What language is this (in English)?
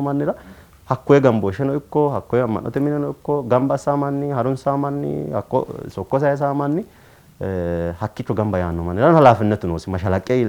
Sidamo